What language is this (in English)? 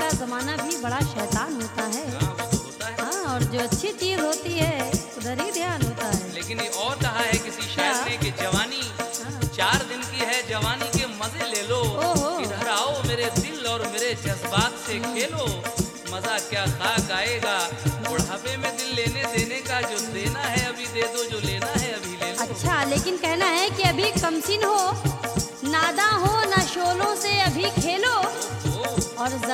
Hindi